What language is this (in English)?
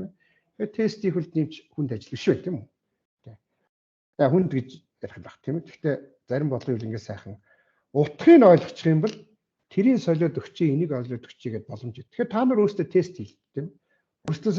Mongolian